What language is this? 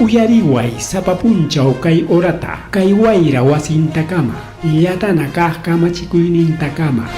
Ayacucho Quechua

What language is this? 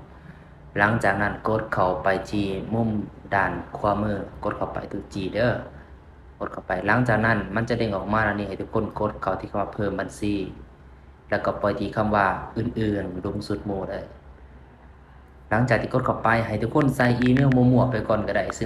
Lao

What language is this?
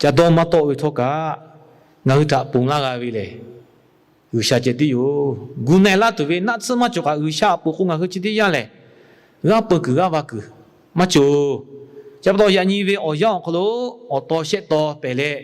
Lahu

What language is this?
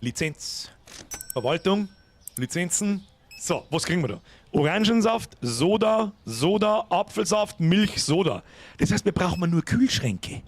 Bavarian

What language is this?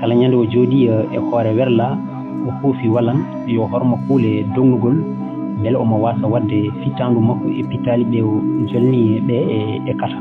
Fula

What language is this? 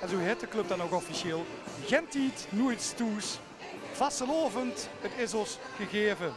Limburgish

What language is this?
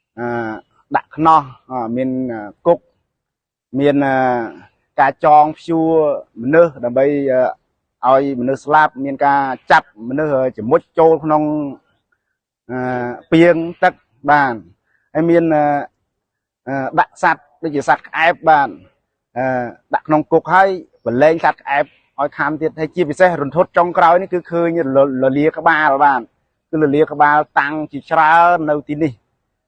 Khmer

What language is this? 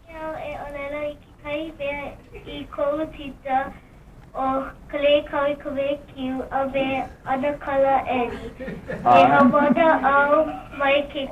Hawaiian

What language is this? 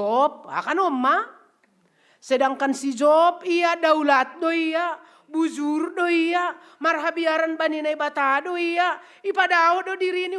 Batak Simalungun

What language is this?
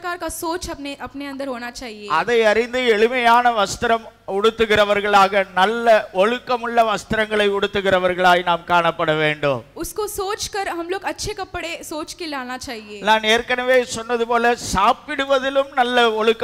Tamil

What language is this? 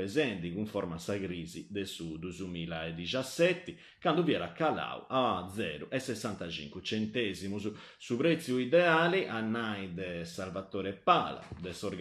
Sardinian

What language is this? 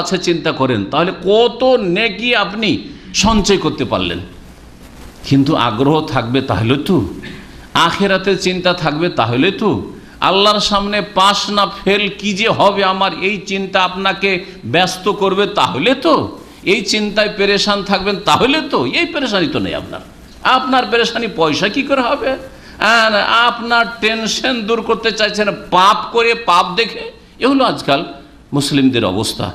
Bangla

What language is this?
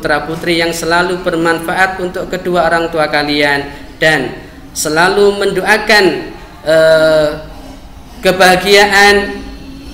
Indonesian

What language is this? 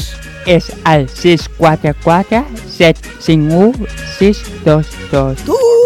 Catalan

